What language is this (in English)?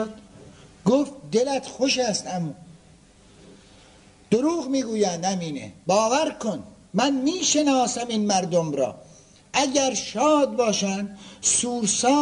Persian